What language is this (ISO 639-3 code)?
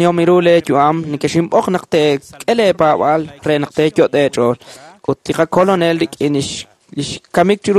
kek